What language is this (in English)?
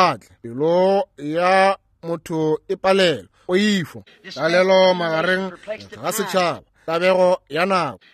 Northern Sotho